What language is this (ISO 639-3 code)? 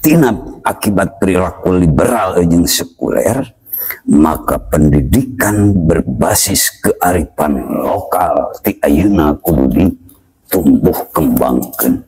sun